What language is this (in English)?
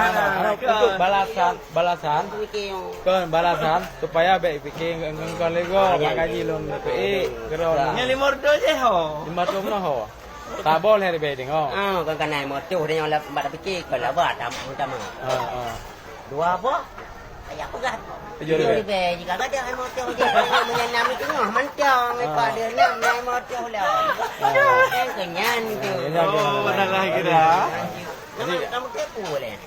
Achinese